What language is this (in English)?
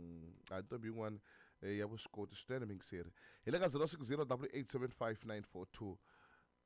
Tsonga